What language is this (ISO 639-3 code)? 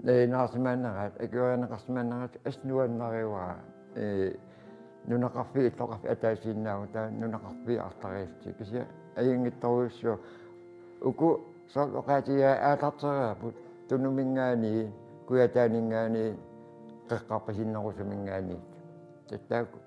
kal